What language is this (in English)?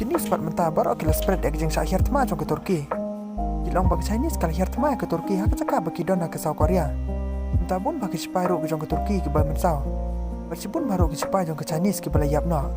Khasi